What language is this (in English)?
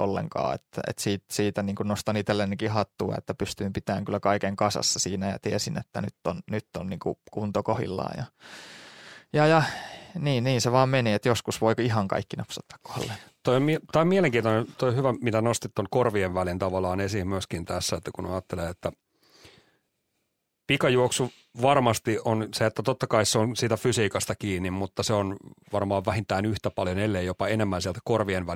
Finnish